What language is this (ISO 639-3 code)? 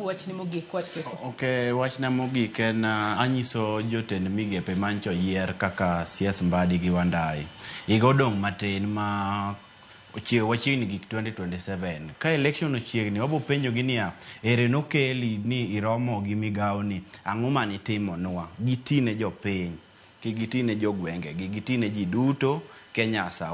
luo